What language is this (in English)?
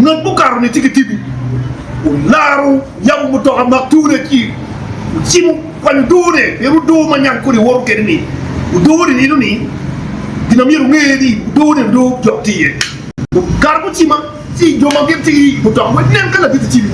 Acoli